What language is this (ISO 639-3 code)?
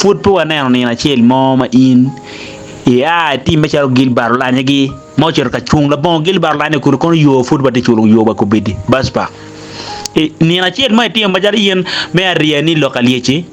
ach